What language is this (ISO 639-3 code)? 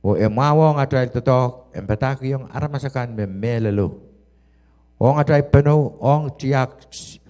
pon